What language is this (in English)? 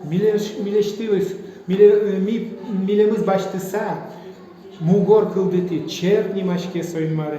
Udmurt